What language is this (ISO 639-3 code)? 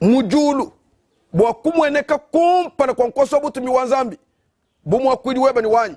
lua